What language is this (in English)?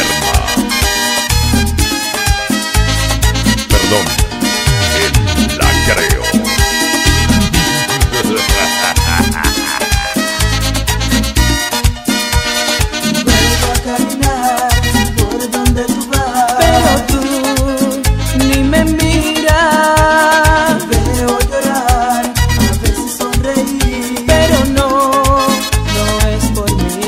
Spanish